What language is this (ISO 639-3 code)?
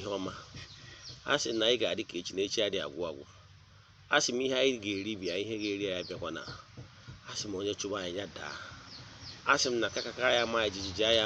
ibo